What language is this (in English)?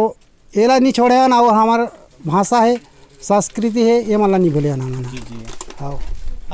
Chhattisgarhi